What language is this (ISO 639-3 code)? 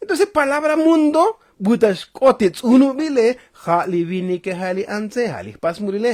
tzo